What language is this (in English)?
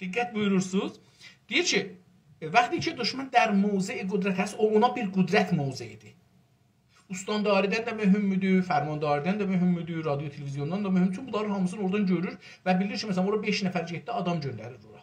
South Azerbaijani